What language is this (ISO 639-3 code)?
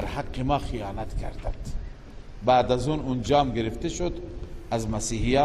fas